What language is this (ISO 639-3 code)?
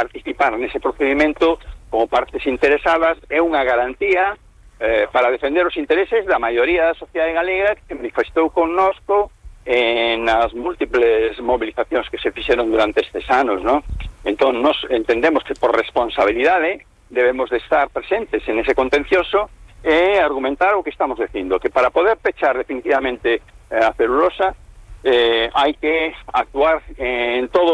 glg